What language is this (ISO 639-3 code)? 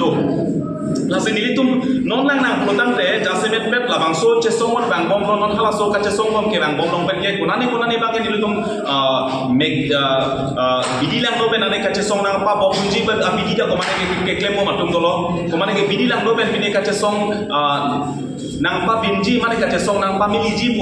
mjw